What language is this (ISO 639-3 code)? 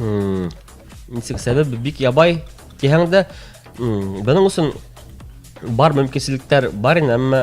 bak